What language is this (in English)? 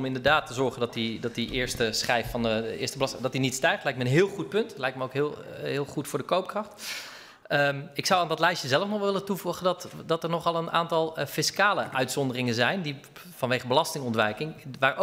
Dutch